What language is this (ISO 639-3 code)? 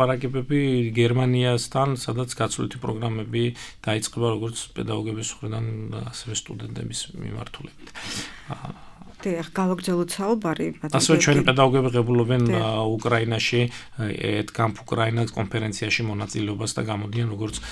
kat